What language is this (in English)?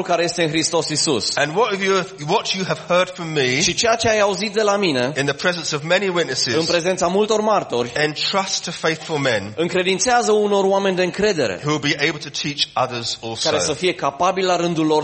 Romanian